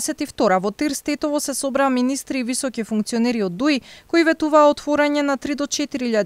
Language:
Macedonian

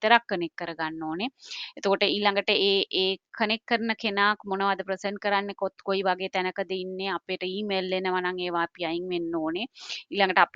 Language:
Sinhala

